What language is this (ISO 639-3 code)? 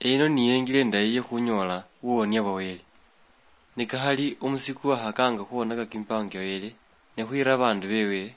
luy